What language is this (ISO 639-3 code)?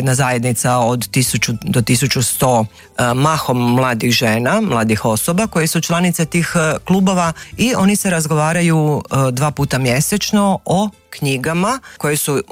hrv